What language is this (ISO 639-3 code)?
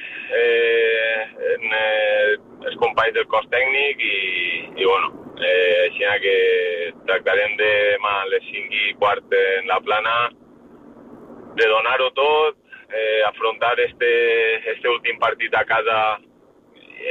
cat